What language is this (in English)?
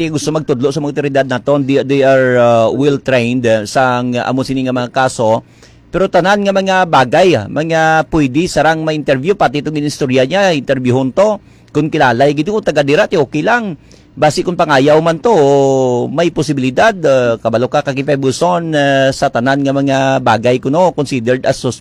Hiligaynon